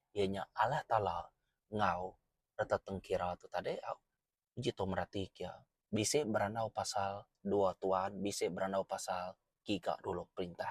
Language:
Iban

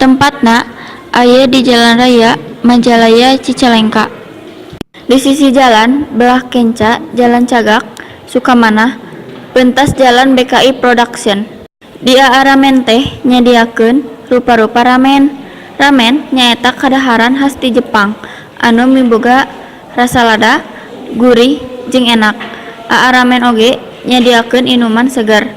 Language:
Sundanese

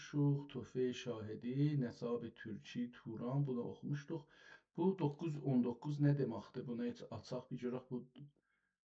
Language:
South Azerbaijani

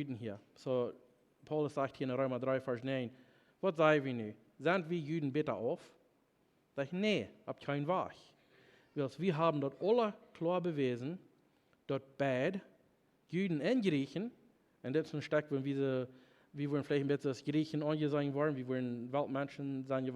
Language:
Plautdietsch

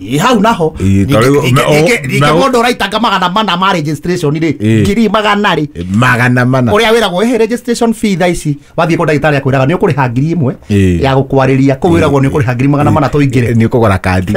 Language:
Kikuyu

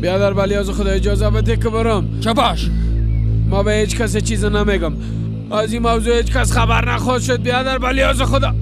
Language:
Persian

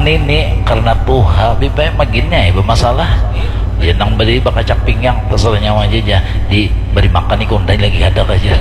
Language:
Banjar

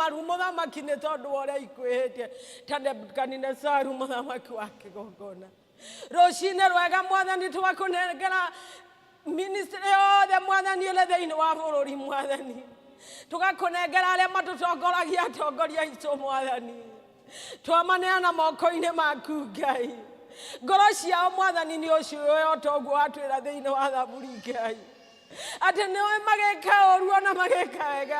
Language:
Kikuyu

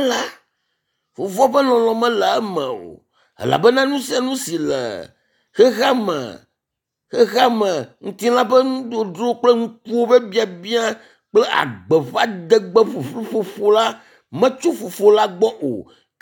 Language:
Ewe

